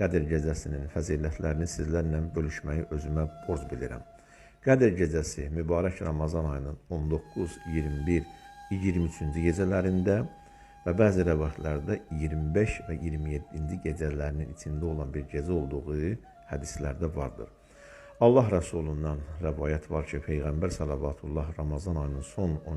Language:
Azerbaijani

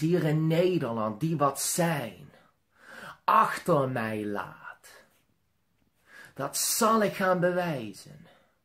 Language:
Dutch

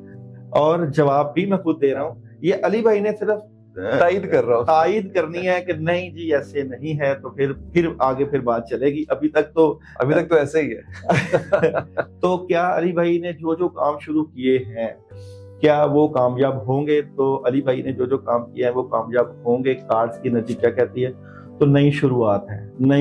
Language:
Urdu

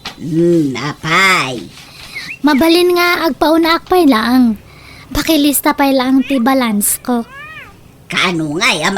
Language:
Iloko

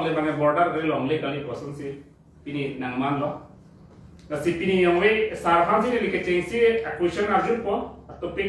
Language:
Karbi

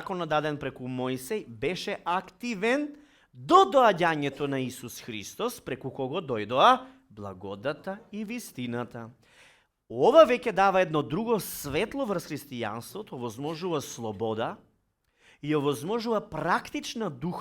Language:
Macedonian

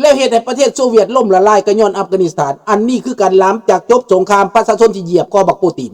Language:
Lao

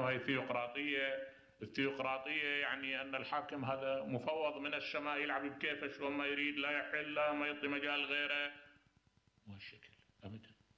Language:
Mesopotamian Arabic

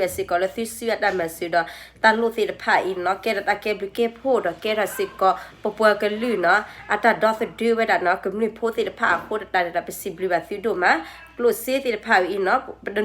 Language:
S'gaw Karen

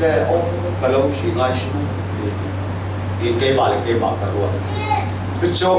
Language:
Falam Chin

